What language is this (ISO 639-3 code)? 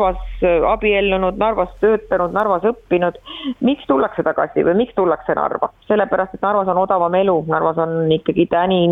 est